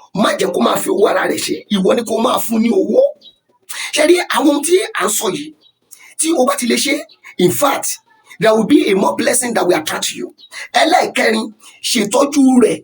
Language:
Yoruba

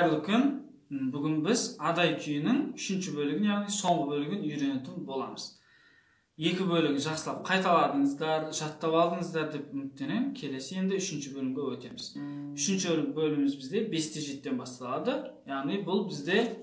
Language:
Kazakh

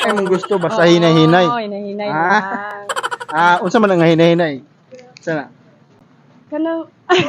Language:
Cebuano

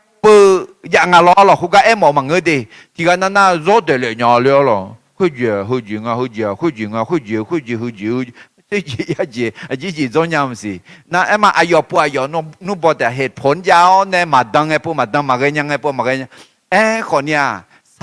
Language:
Akha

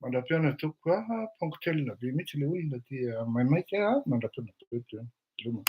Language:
Malagasy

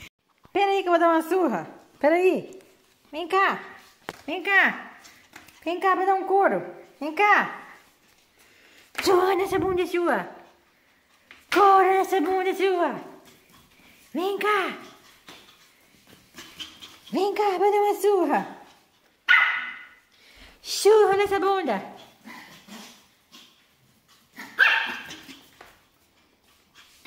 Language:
Portuguese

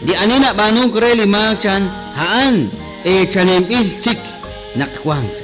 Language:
Kekchí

